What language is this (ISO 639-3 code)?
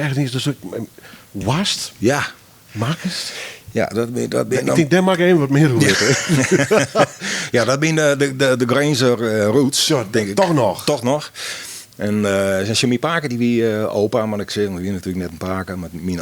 fry